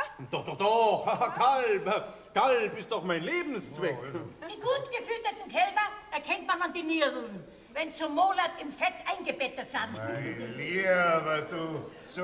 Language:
Bavarian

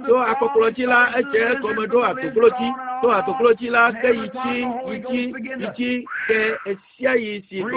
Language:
Ewe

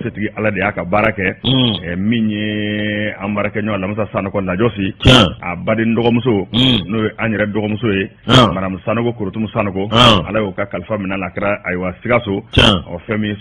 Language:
Bambara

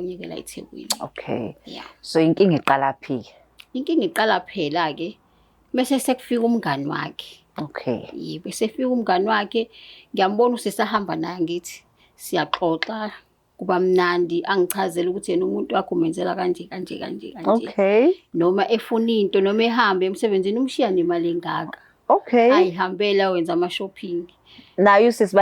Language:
Zulu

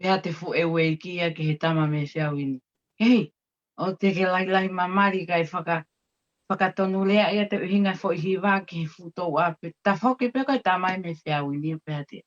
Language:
Tongan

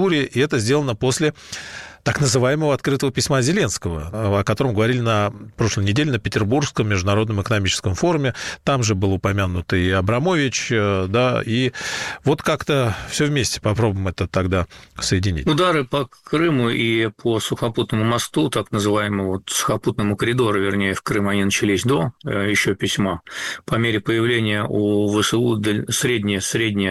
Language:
Russian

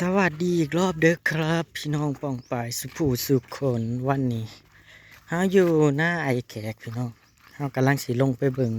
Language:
Northeastern Thai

